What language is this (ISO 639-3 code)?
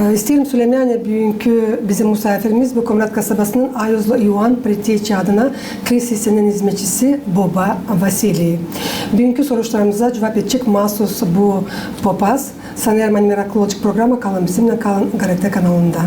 gag